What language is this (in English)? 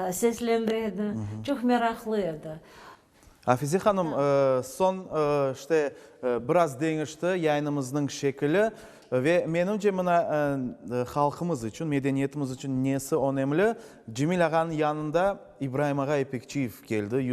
Crimean Tatar